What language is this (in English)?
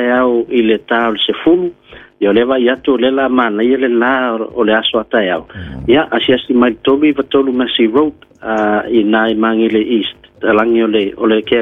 Samoan